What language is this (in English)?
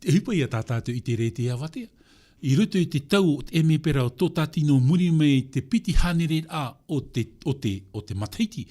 Tahitian